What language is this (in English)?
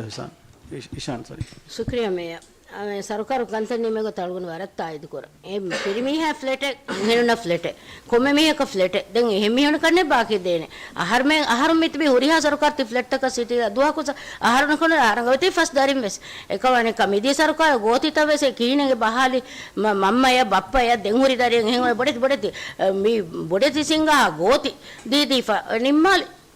Divehi